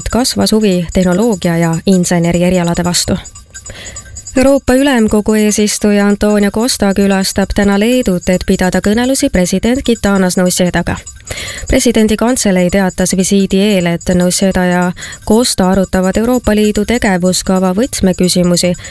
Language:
Estonian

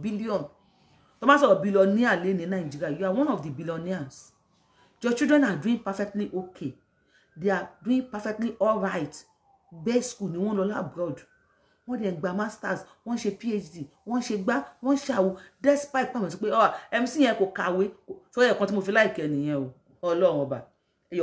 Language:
Yoruba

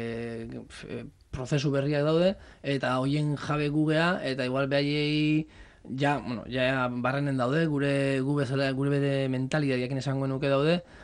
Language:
Basque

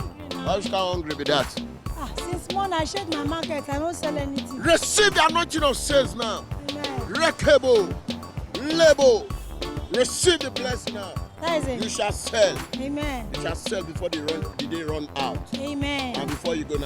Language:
Nigerian Pidgin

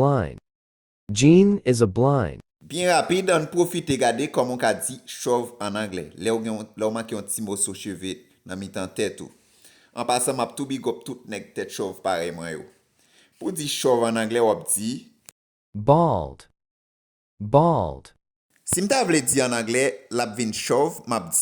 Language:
Haitian Creole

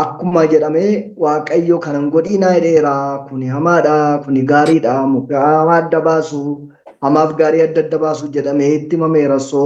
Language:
Oromo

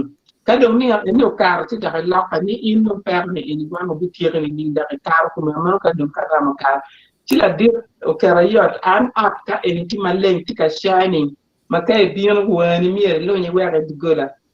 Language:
Acoli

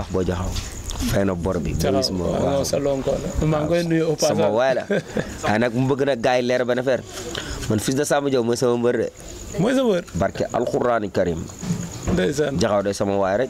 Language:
Wolof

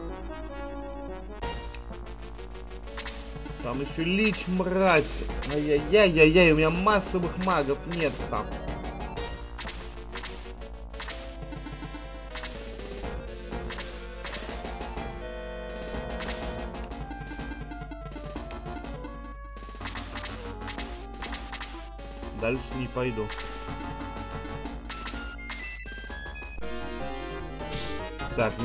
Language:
Russian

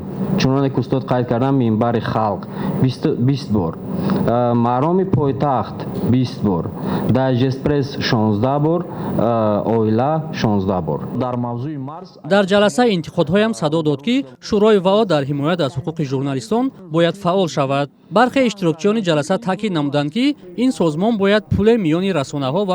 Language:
Tajik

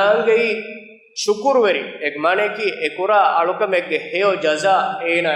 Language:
Divehi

